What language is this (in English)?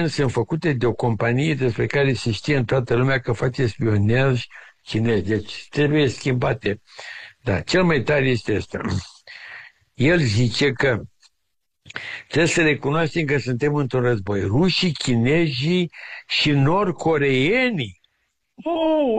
Romanian